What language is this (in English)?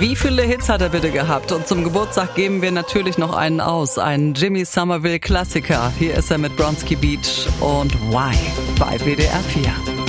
German